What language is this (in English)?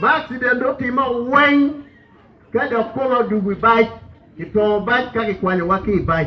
Acoli